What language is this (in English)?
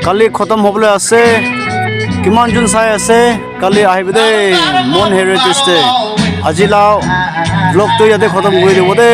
Naga Pidgin